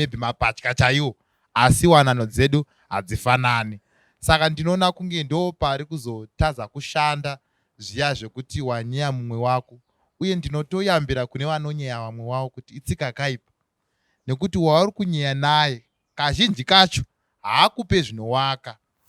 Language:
Shona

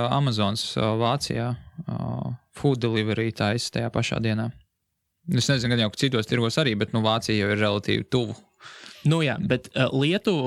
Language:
Latvian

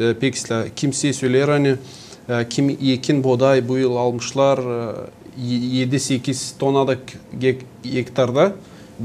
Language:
Gagauz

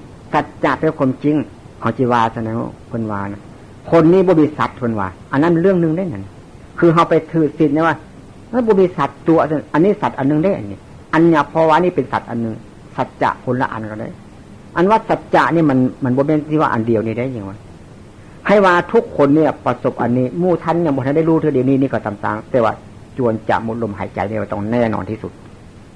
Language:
Northeastern Thai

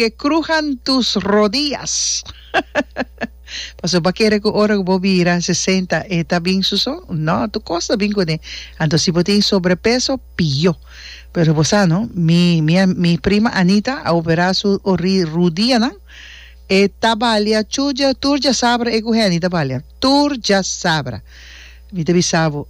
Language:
Papiamento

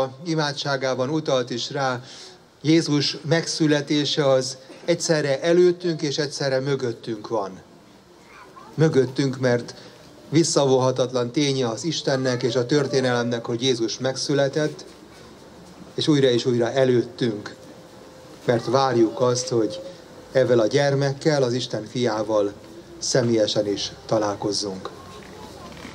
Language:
Hungarian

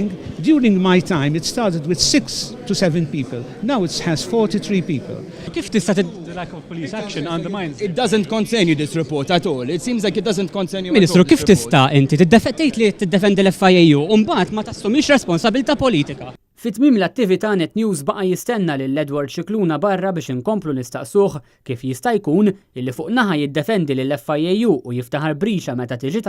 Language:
Maltese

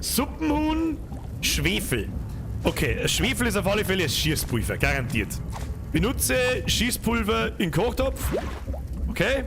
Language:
Bavarian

